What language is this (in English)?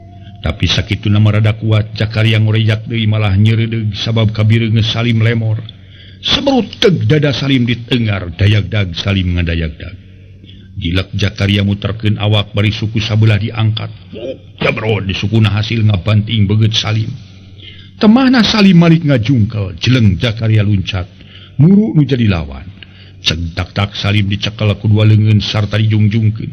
Sundanese